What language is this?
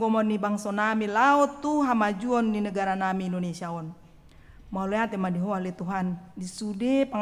Batak Toba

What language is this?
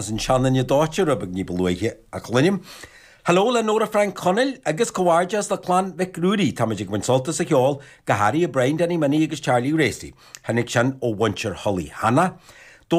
Irish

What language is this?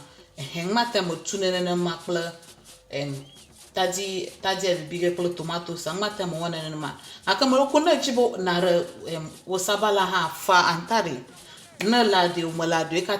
Ewe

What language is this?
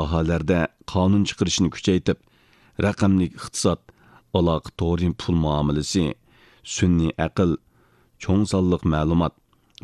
Uyghur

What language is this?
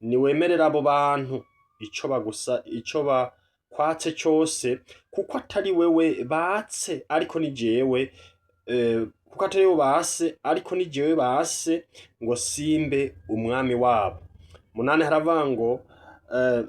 Rundi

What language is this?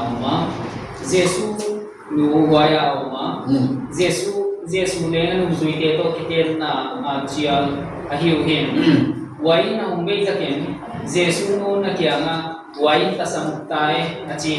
Paite Chin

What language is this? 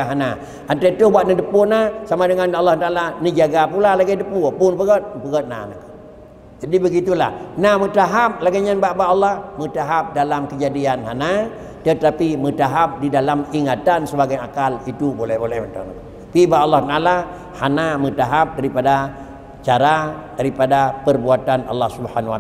Achinese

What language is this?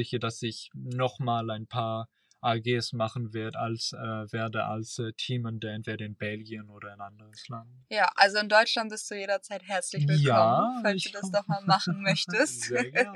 German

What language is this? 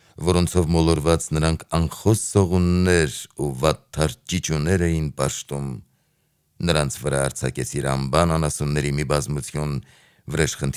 Armenian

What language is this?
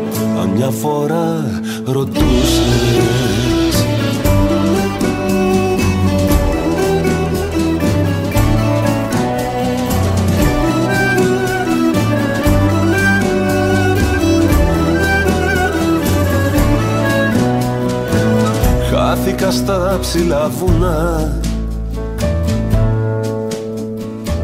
Greek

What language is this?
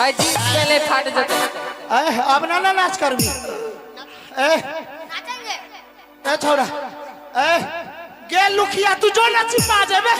Maithili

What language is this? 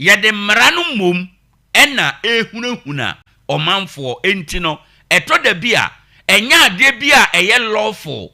Akan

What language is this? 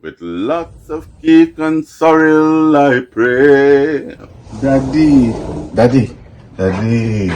Jamaican Creole English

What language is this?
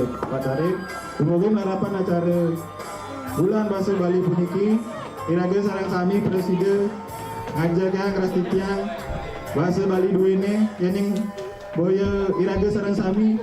Balinese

